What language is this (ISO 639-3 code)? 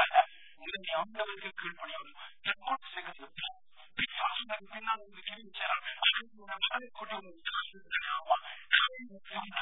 tam